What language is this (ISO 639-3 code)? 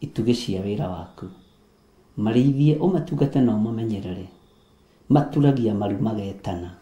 kik